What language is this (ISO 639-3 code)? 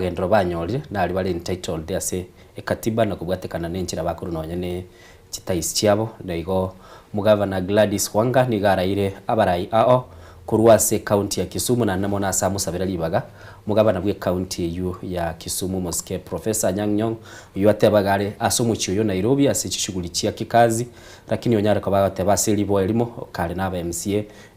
guz